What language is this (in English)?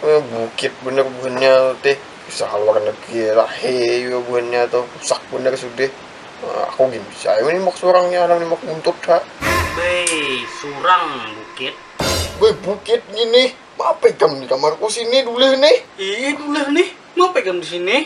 Banjar